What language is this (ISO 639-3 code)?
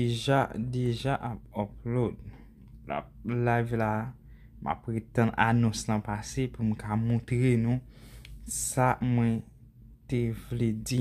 hat